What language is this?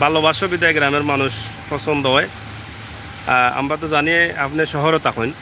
Sylheti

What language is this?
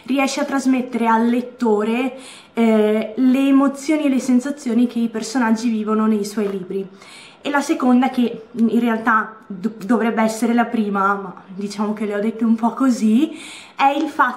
Italian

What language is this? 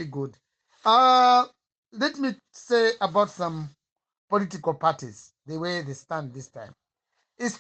Nyanja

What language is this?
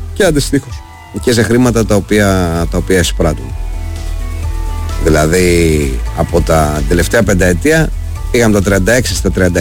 Greek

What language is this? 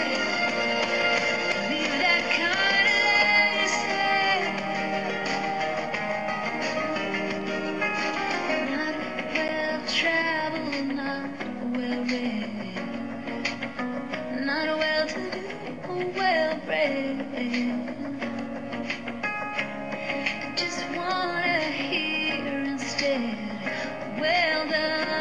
English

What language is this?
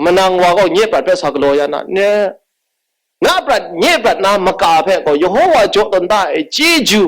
Kachin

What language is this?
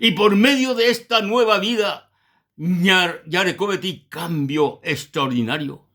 Guarani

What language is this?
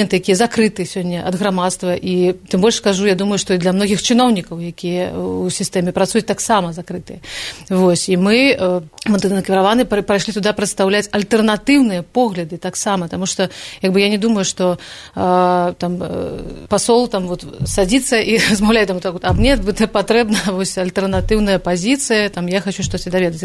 Belarusian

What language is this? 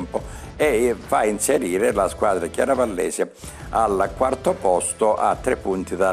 Italian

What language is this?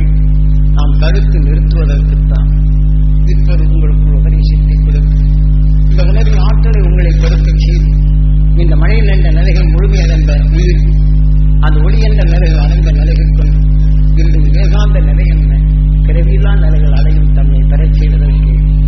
Tamil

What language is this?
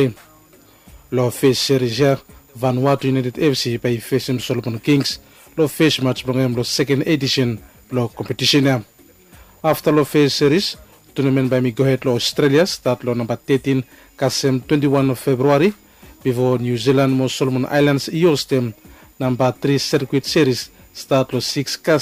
Bislama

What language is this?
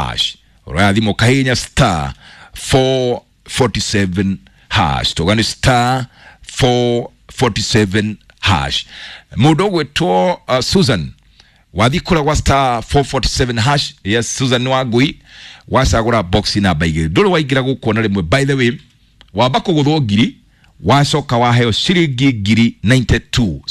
Kikuyu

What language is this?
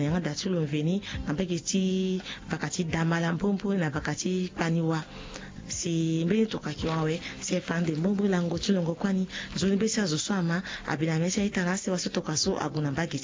Sango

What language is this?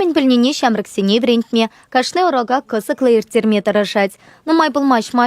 Chuvash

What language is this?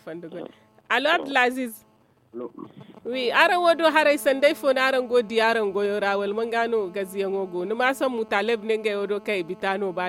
Zarma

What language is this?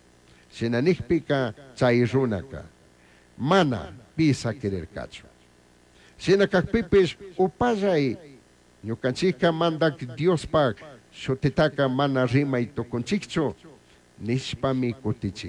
Chimborazo Highland Quichua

